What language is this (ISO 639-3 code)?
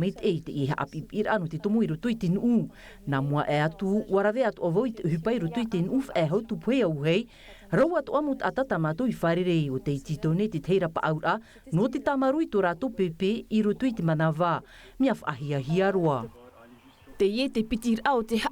tah